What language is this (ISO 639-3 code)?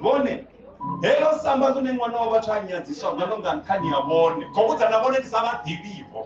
ven